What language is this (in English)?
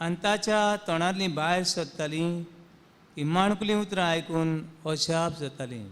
Konkani